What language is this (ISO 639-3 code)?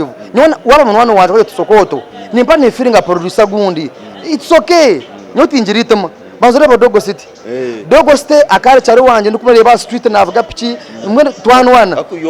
nyn